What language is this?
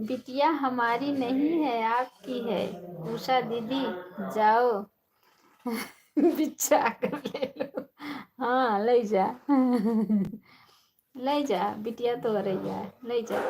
Awadhi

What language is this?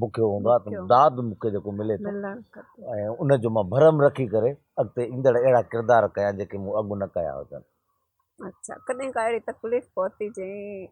Sindhi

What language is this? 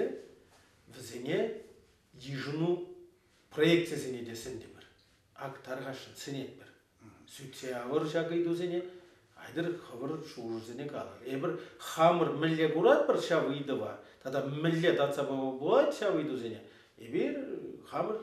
Chuvash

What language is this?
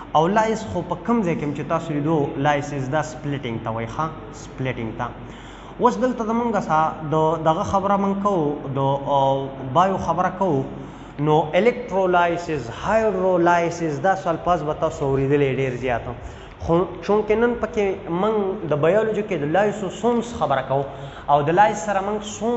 Pashto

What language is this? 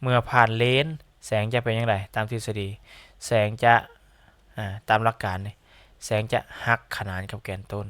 Lao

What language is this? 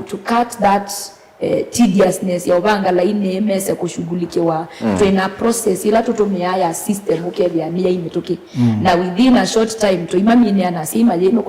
Kamba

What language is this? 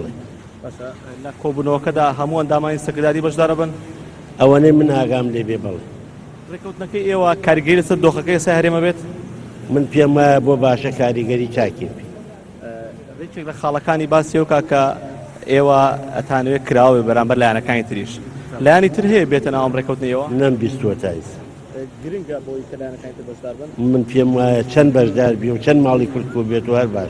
Central Kurdish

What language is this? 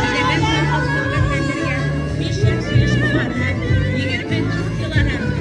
Bashkir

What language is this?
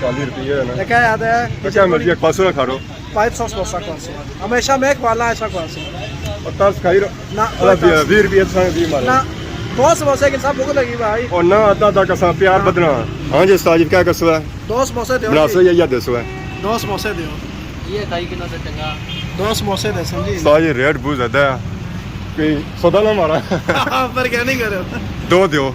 Pahari-Potwari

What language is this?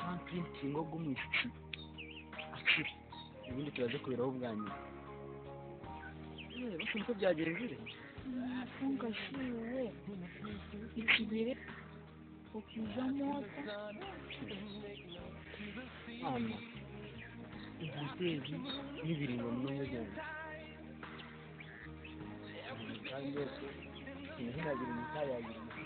Kinyarwanda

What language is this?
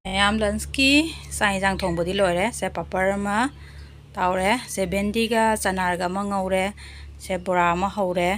Manipuri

